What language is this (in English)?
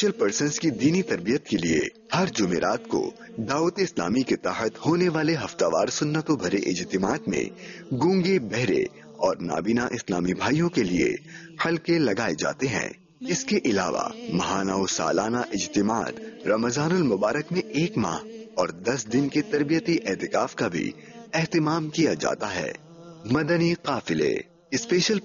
Urdu